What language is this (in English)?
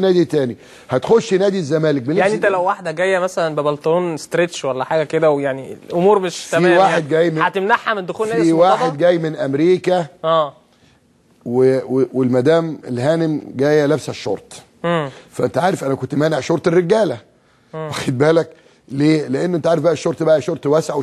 Egyptian Arabic